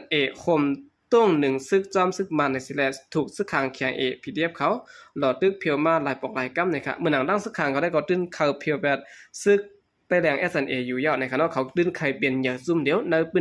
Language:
Shan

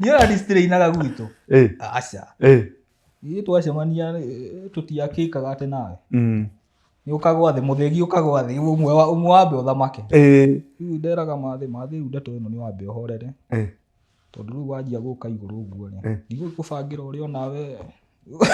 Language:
Kikuyu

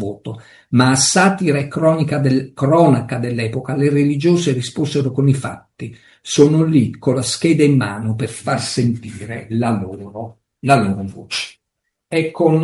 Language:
Italian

